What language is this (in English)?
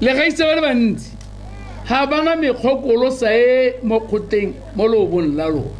Tswana